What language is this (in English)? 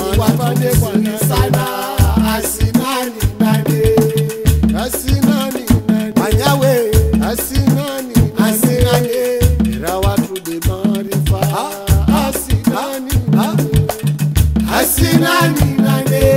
Swahili